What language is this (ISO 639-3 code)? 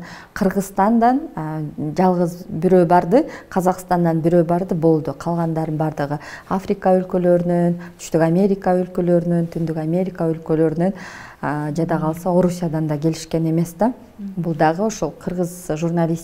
kir